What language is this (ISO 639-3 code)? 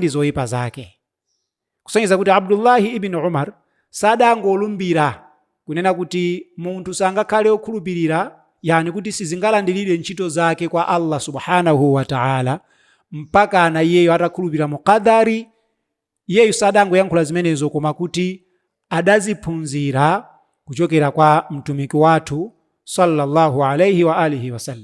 nya